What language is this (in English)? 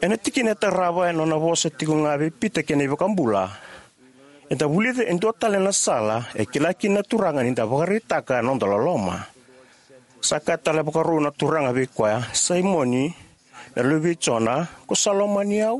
Fijian